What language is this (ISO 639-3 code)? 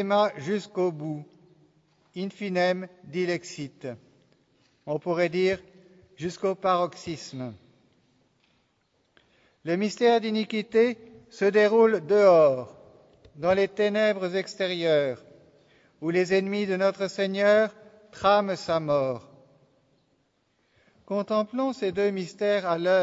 fra